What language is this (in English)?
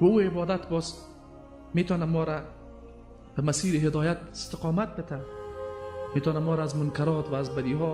Tajik